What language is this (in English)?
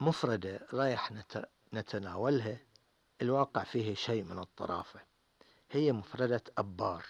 Gulf Arabic